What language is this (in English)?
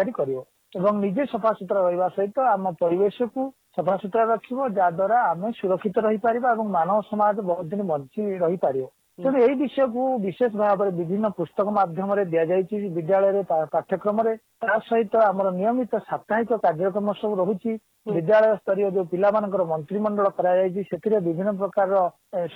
Odia